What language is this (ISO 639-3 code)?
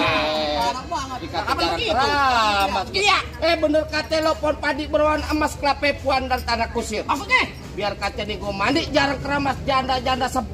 bew